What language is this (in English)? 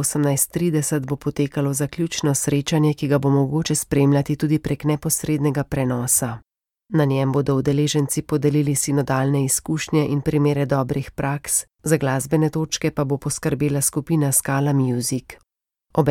Slovenian